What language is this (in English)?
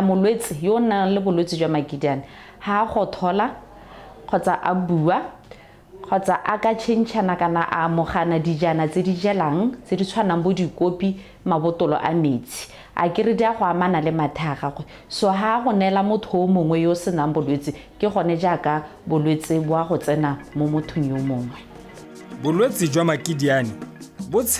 Tswana